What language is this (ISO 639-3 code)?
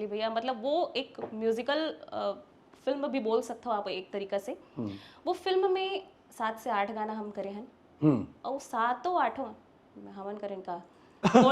hne